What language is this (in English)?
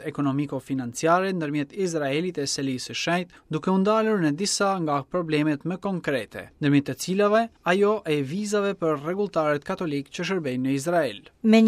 Albanian